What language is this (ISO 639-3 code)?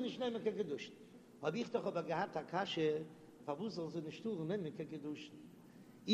yid